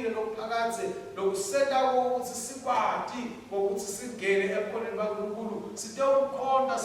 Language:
Swati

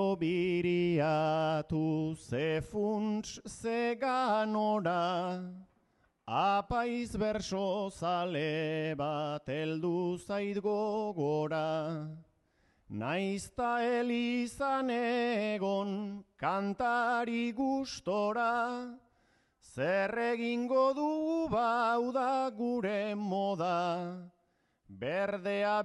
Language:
Basque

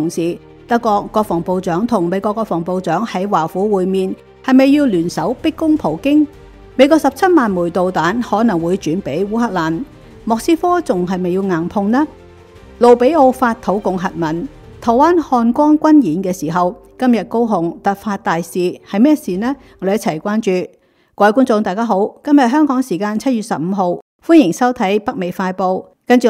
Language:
Cantonese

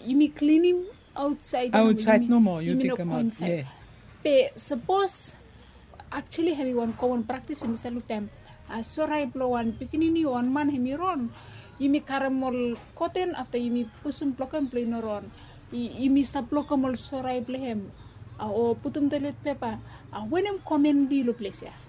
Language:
Bislama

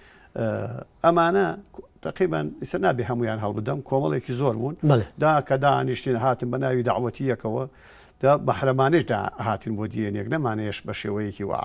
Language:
Central Kurdish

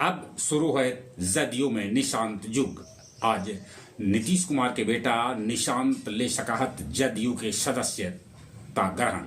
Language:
Magahi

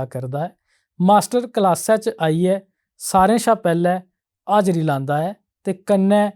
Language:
Dogri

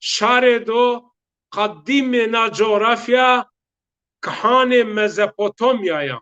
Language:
Zaza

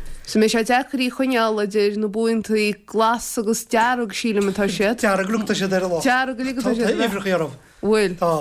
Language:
Irish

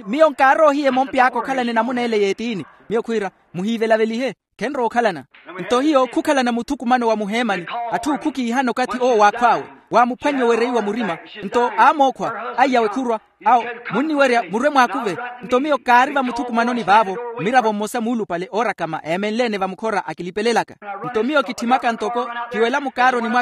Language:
Makhuwa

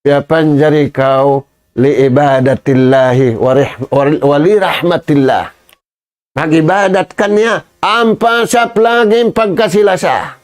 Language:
Tausug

